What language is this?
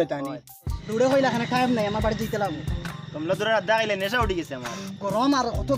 Sylheti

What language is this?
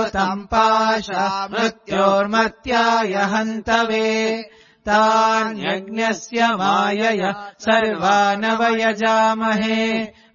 Sanskrit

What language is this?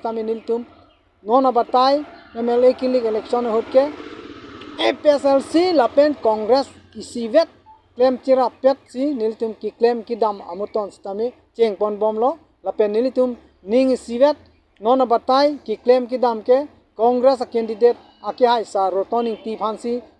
Karbi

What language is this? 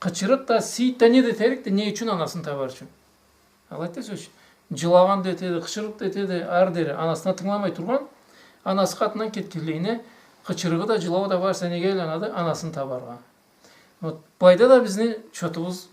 Karachay-Balkar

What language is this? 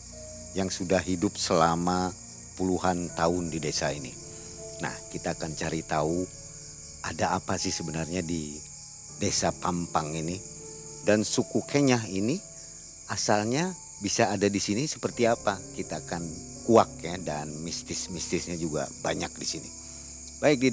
Indonesian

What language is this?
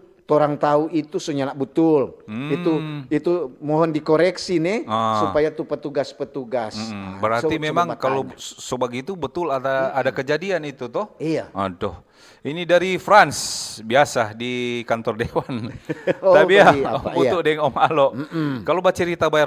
Manado Malay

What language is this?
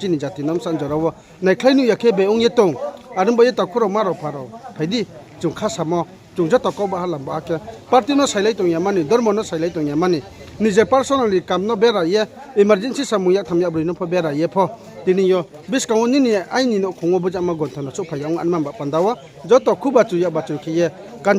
Riang (India)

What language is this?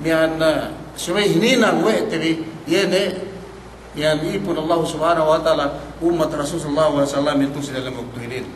Yakan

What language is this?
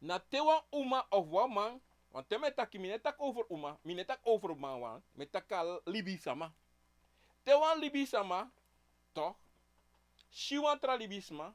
Sranan Tongo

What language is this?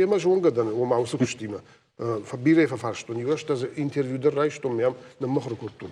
Ossetic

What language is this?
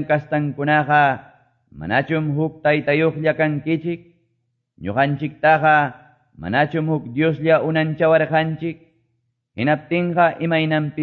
Quechua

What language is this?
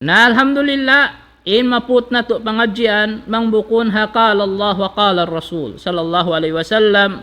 Tausug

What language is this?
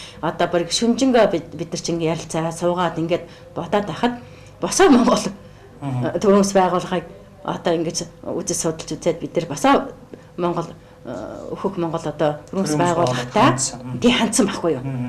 Mongolian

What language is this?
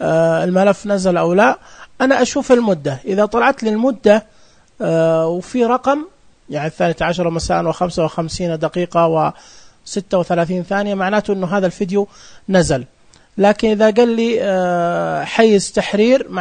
Najdi Arabic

